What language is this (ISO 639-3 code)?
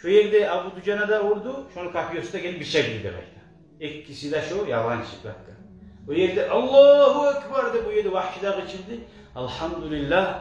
kum